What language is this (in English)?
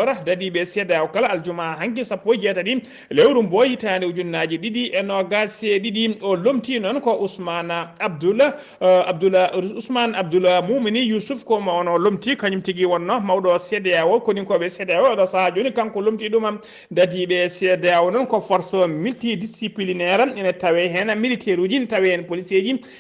Fula